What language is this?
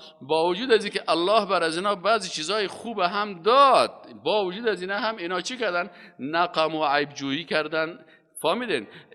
Persian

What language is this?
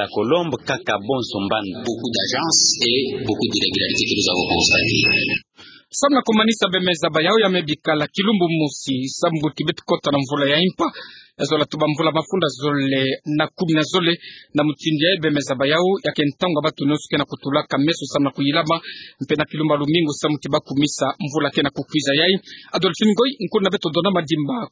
Kituba (Democratic Republic of Congo)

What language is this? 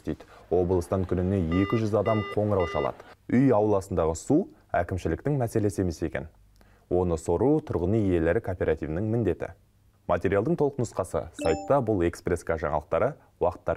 Kazakh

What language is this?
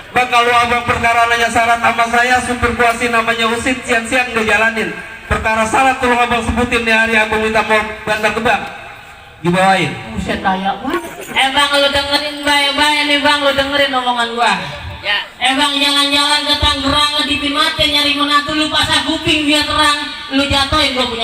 Betawi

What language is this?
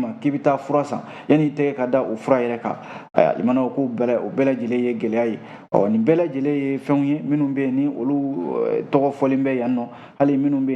Bambara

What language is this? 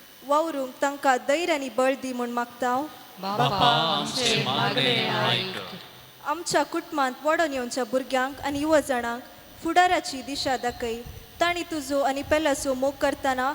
Konkani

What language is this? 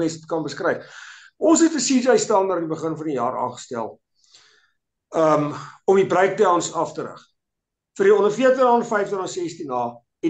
Afrikaans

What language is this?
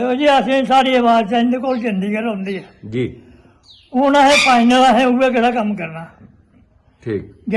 Dogri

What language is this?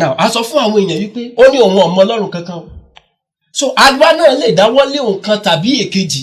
Yoruba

